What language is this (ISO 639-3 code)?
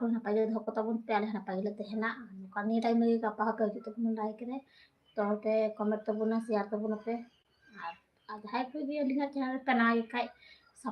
sat